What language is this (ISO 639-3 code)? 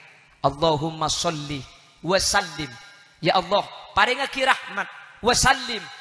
mad